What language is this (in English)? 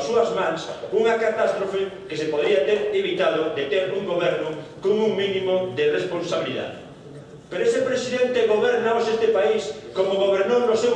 Galician